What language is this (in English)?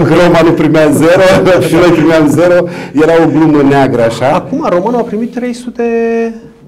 Romanian